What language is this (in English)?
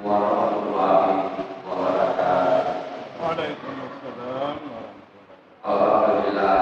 Buginese